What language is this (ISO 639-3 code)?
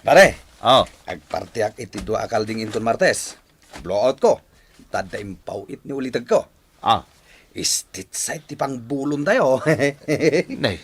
ilo